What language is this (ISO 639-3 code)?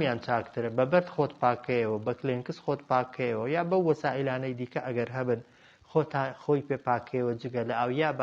ckb